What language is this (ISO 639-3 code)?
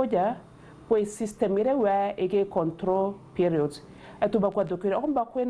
mer